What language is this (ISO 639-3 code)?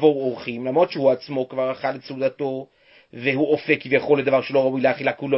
heb